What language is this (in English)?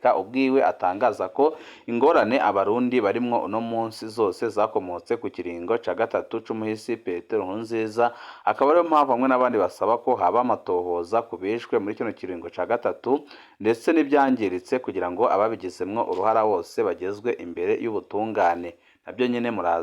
Rundi